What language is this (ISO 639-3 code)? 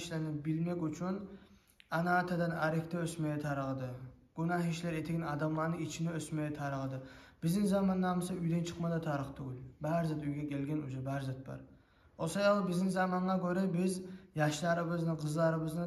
kum